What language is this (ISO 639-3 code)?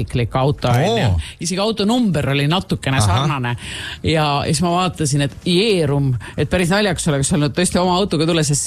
est